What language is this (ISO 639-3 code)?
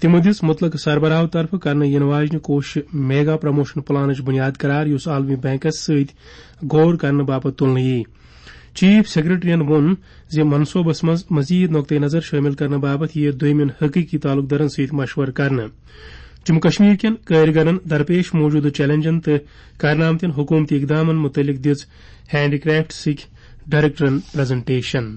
kas